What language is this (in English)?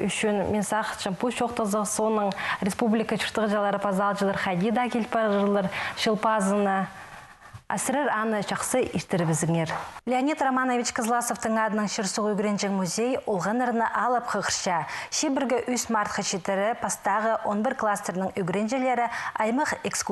Khakas